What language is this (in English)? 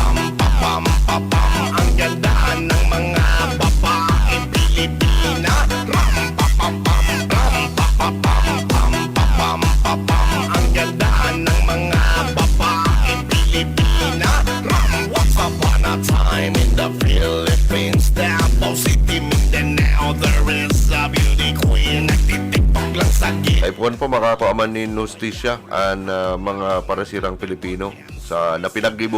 Bikol